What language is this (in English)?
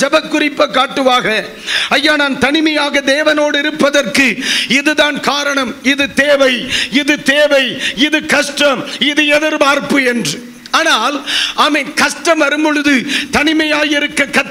Tamil